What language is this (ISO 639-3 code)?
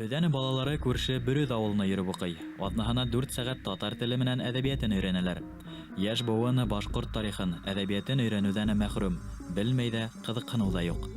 bak